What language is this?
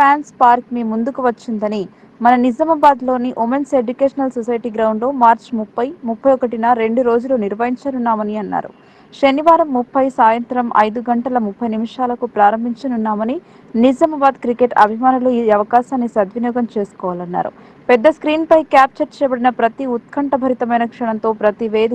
Telugu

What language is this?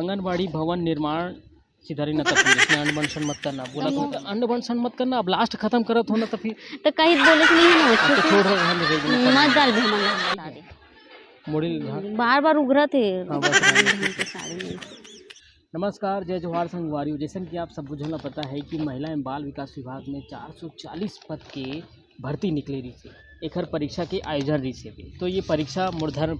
Chhattisgarhi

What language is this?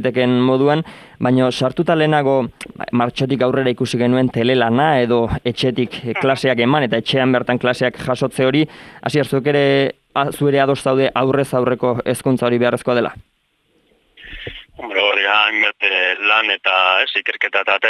Basque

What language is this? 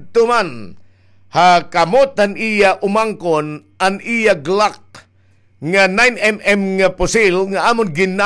Waray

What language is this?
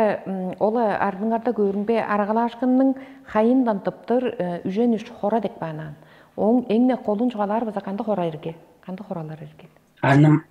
Tuvinian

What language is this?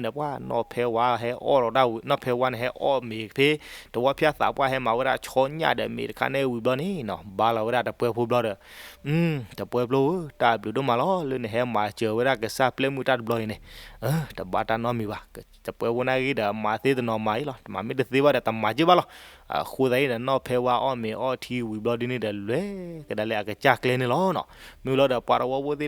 S'gaw Karen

